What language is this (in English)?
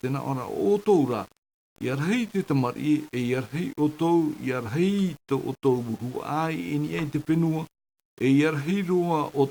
Tahitian